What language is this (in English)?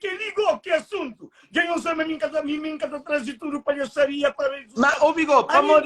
Kabuverdianu